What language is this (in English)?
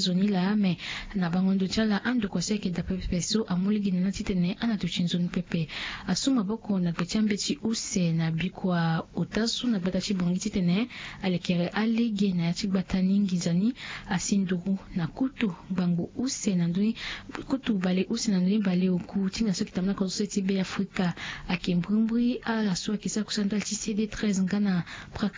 Sango